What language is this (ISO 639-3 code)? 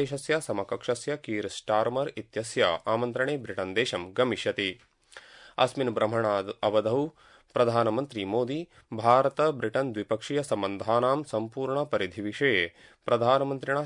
san